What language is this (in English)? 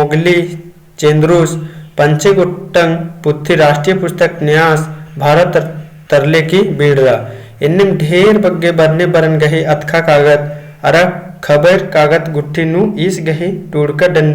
Kurukh